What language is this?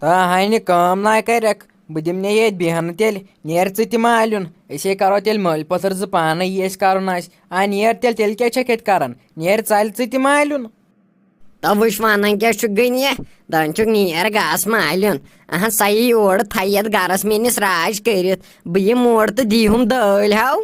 Kashmiri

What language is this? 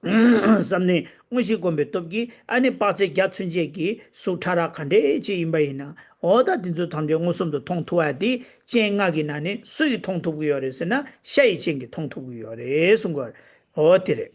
Tibetan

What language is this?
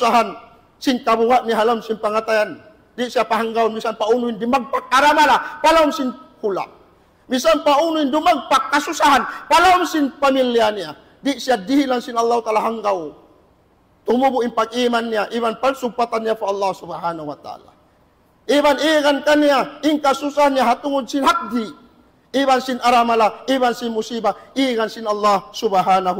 Tausug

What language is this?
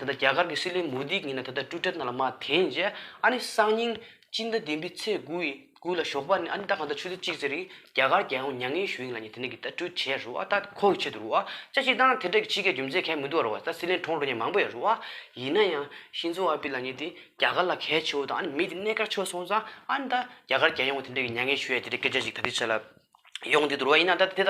Tibetan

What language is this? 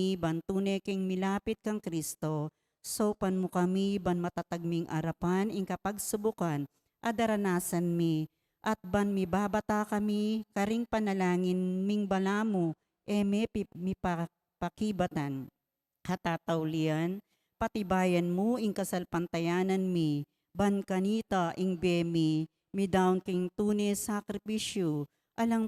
Pampanga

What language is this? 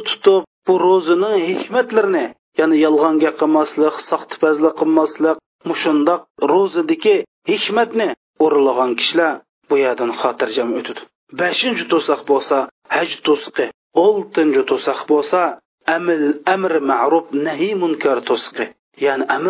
Uyghur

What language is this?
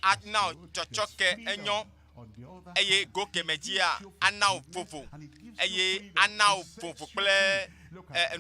Ewe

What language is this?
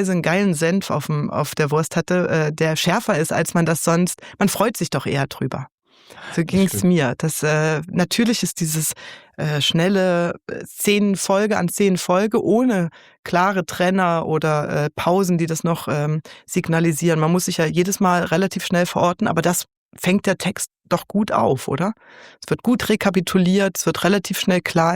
Swiss German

